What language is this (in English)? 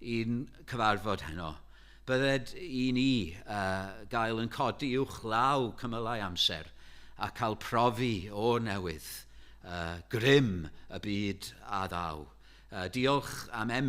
Welsh